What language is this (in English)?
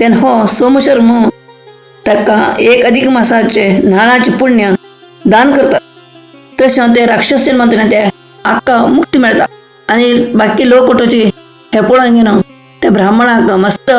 Konkani